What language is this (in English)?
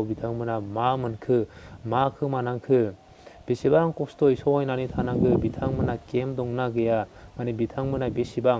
Bodo